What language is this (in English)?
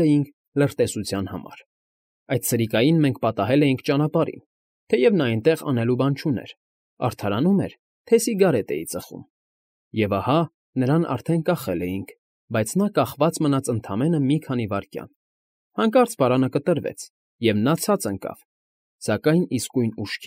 Armenian